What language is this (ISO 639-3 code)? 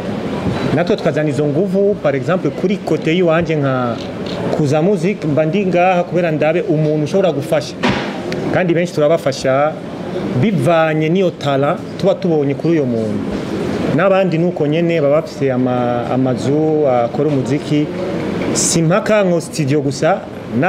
run